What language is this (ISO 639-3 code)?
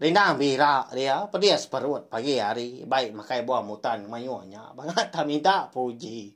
iba